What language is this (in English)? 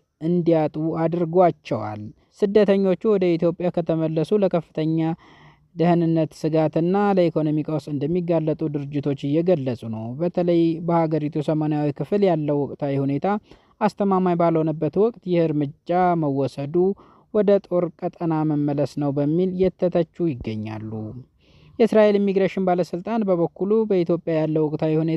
Amharic